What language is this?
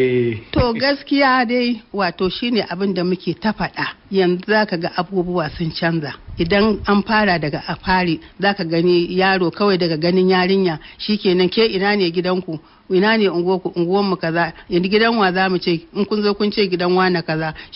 Hausa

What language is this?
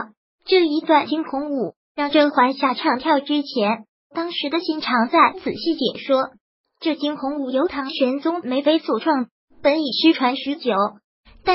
Chinese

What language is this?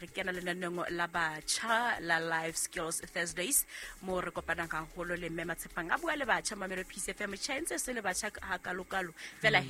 Southern Sotho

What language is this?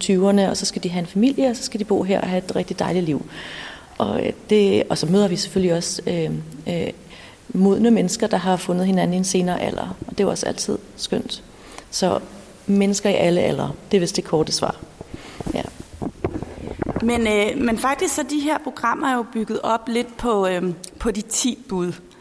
Danish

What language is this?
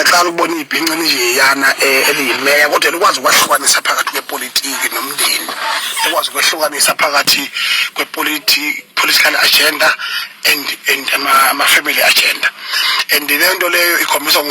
Zulu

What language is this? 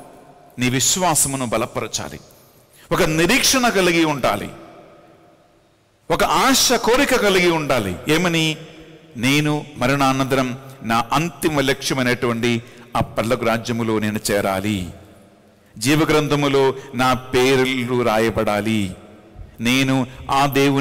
Telugu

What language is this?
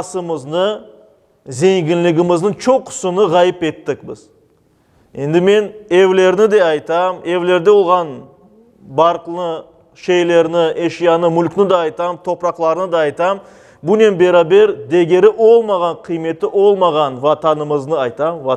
Crimean Tatar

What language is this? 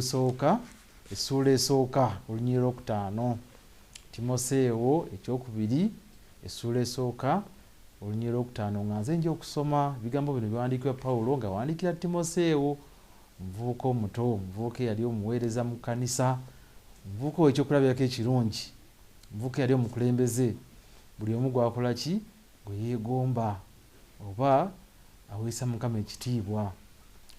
Ganda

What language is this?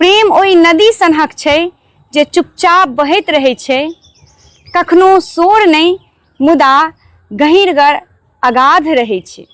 Maithili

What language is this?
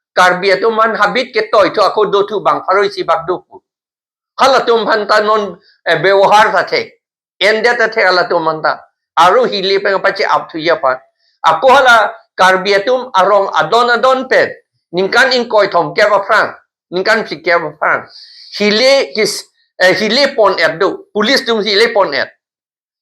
Karbi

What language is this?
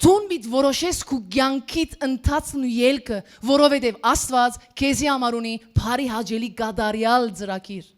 Western Armenian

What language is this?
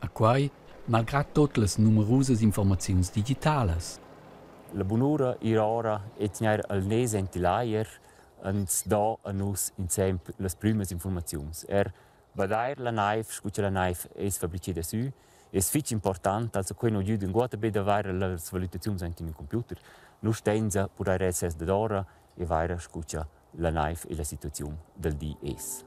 Romansh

